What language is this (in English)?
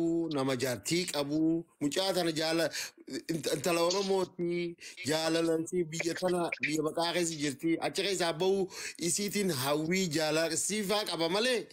Oromo